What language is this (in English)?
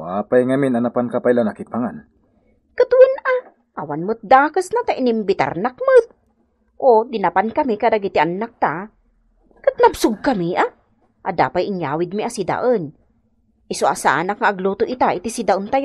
Iloko